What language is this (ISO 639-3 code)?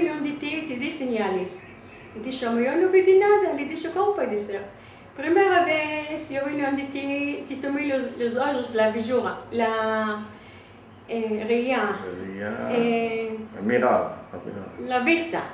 lad